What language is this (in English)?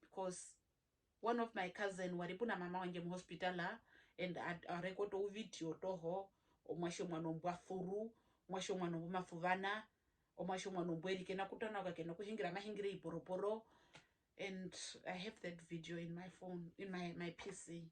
Herero